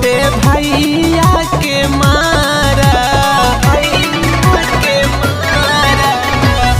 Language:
Bhojpuri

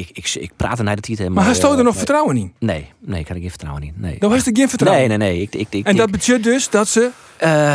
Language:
Western Frisian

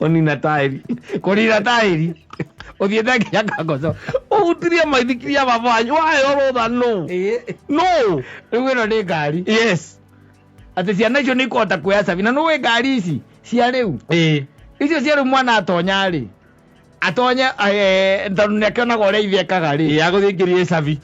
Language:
Kikuyu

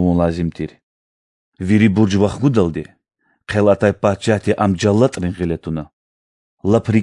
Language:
Lezghian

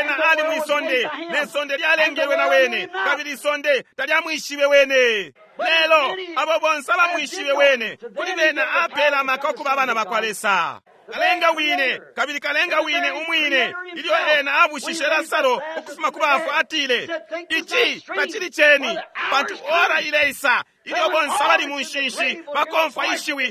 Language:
Bemba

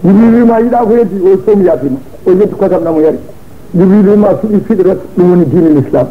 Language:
Fula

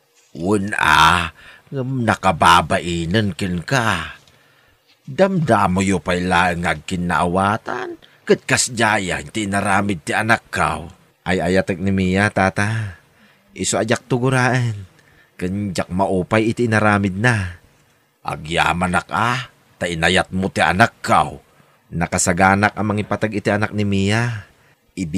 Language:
Iloko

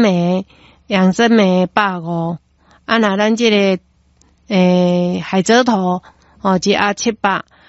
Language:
Min Nan Chinese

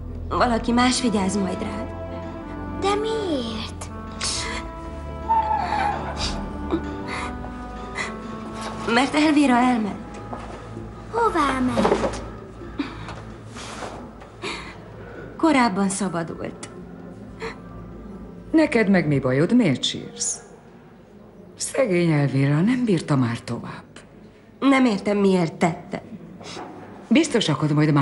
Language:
Hungarian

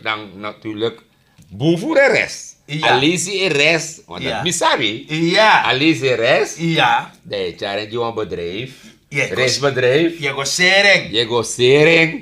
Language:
Sranan Tongo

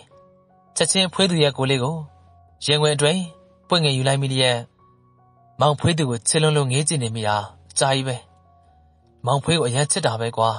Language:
Burmese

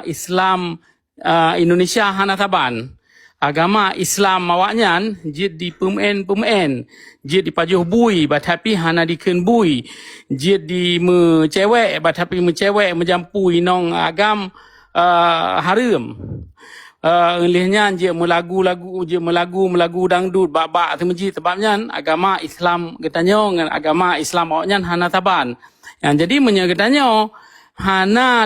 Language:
Achinese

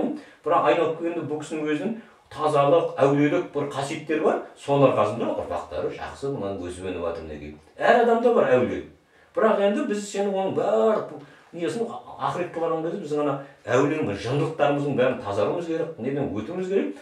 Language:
Kazakh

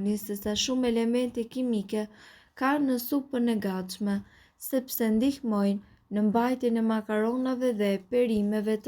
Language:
Albanian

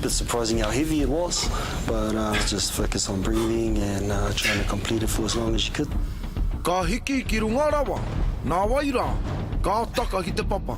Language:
Māori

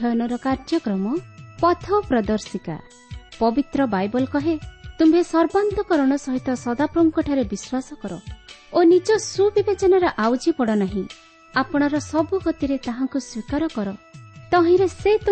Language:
Odia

